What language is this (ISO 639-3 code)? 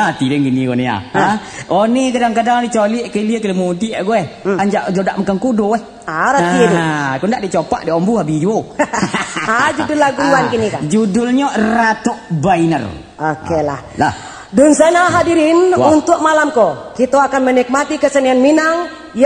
min